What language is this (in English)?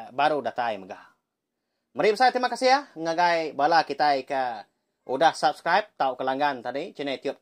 Iban